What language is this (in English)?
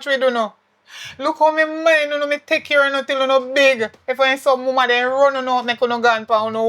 Jamaican Creole English